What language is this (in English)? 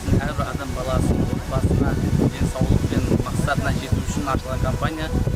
Kazakh